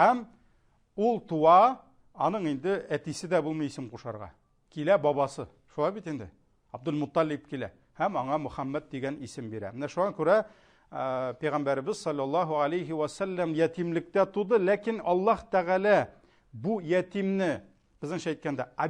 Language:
Tatar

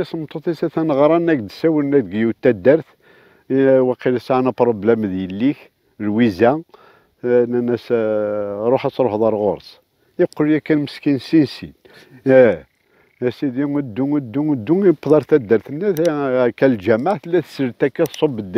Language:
Kabyle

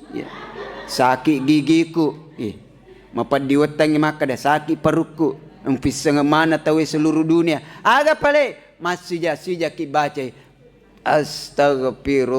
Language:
Buginese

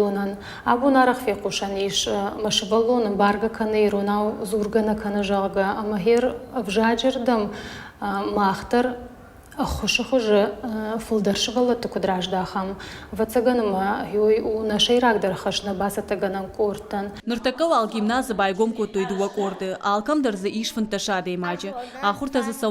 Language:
Ossetic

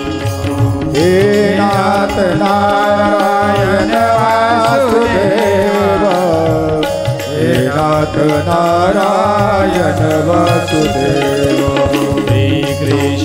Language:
Marathi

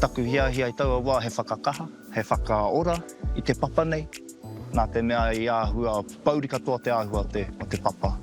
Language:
Māori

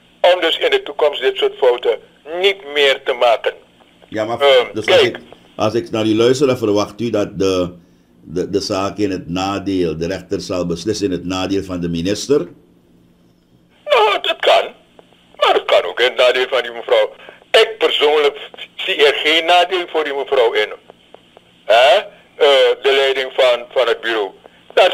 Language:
Dutch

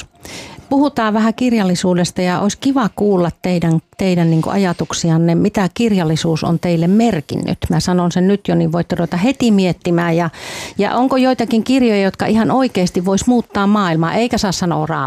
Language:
Finnish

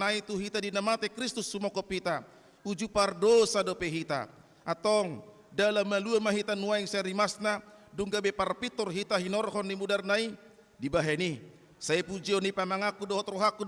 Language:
Batak Toba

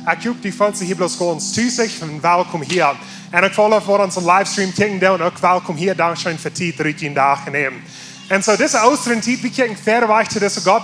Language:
Plautdietsch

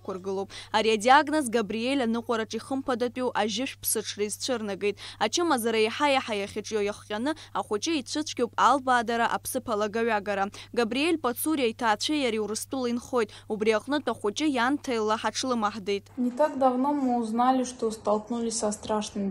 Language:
Abkhazian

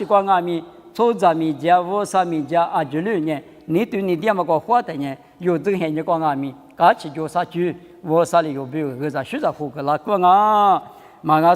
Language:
Lisu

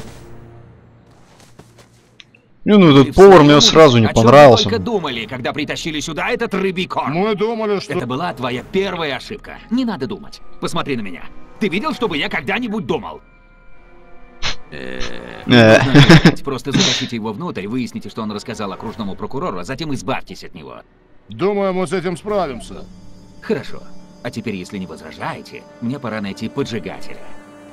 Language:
Russian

